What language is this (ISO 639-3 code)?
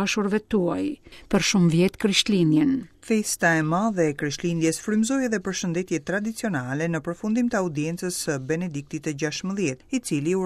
sqi